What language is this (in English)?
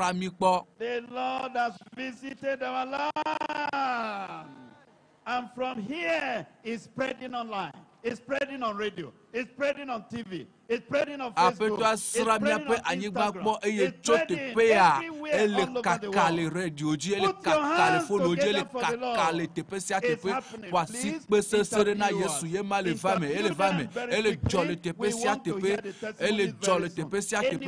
Ewe